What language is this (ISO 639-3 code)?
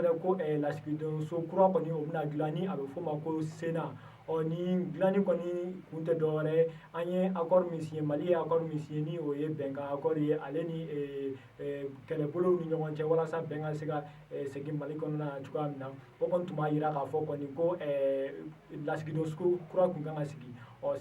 bam